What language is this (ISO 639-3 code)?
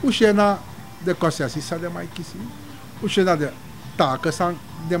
srn